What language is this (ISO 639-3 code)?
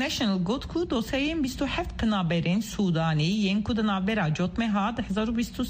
kur